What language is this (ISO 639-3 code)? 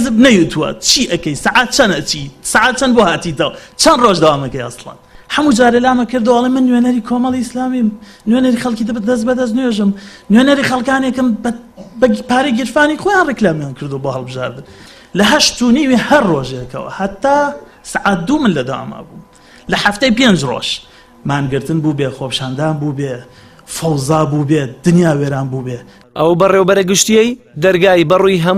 ckb